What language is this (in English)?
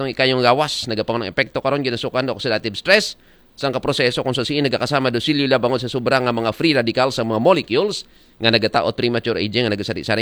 Aklanon